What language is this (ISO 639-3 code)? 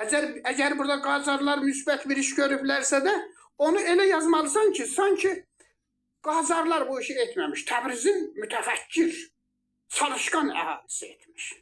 aze